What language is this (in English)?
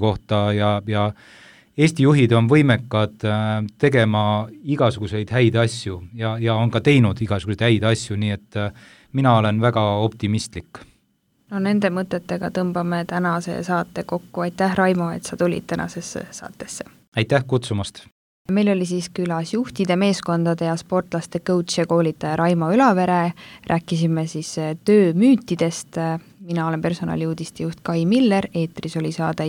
Estonian